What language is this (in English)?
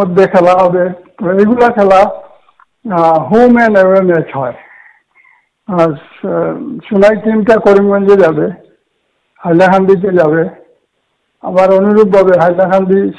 Bangla